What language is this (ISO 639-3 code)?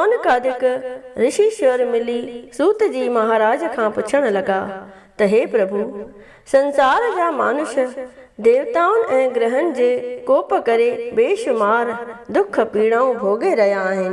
snd